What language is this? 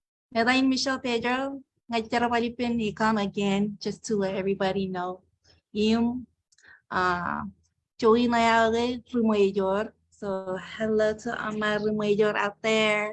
Marshallese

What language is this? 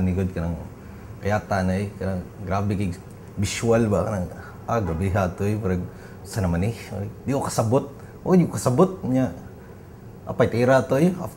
Cebuano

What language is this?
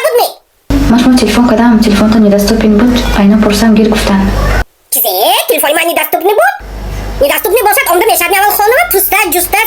Tajik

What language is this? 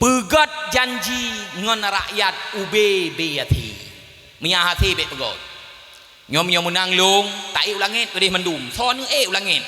Achinese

